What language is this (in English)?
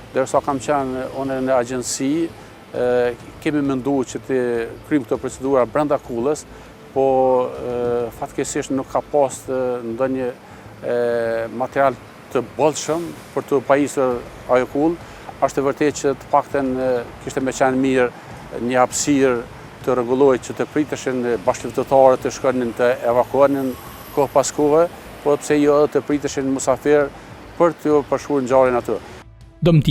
Albanian